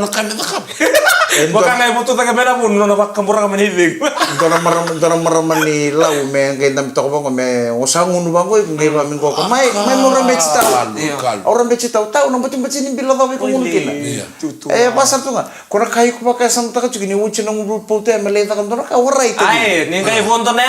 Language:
Fijian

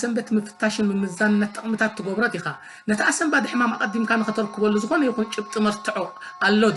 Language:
Tigrinya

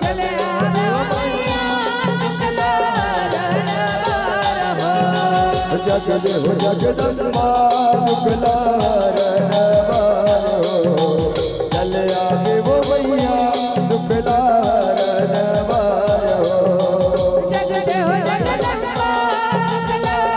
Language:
Chhattisgarhi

